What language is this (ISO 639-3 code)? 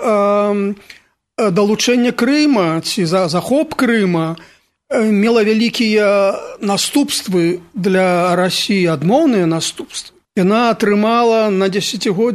bel